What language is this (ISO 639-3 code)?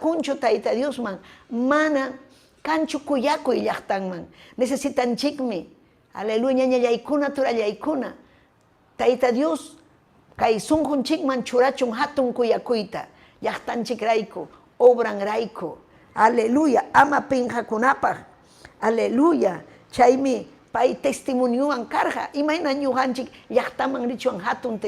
quy